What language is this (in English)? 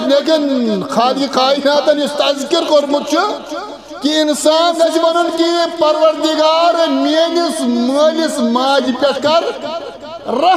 Kashmiri